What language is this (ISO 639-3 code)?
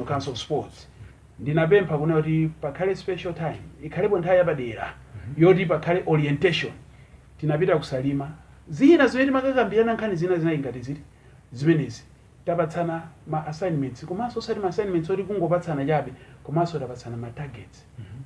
nya